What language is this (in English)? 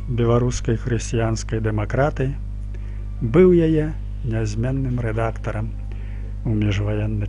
Belarusian